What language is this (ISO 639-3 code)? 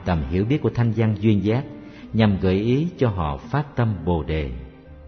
vie